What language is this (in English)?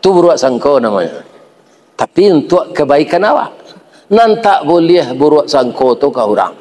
Minangkabau